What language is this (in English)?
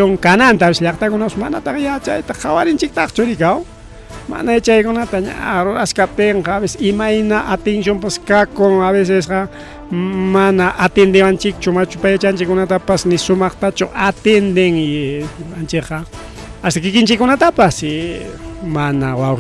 Ayacucho Quechua